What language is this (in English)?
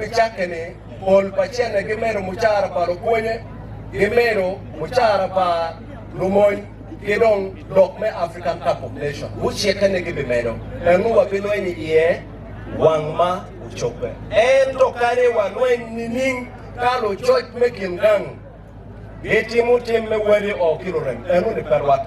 Acoli